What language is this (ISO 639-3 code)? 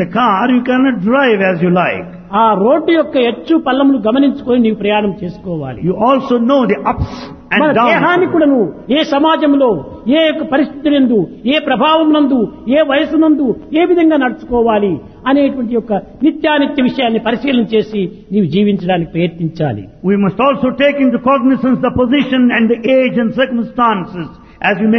tel